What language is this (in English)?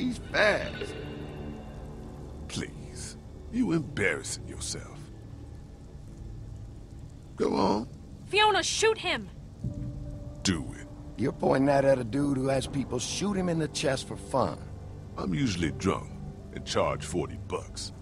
English